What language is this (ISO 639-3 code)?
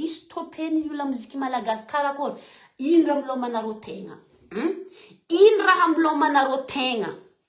mlg